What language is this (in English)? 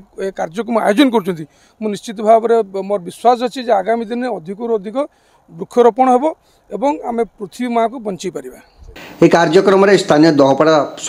Odia